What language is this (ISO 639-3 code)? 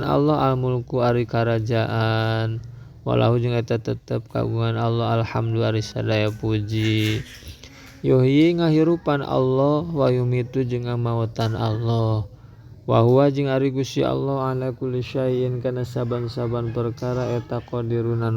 sun